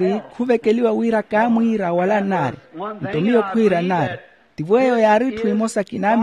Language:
Makhuwa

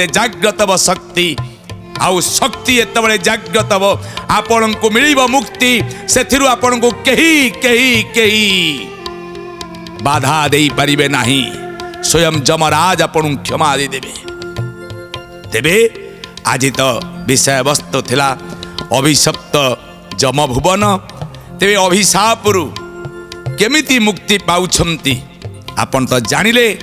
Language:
Odia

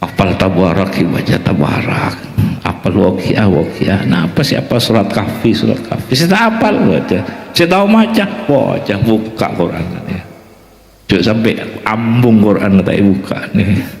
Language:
Madurese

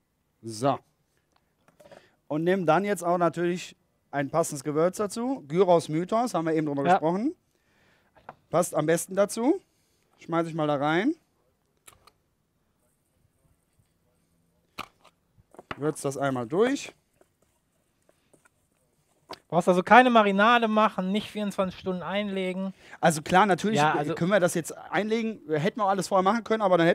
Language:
German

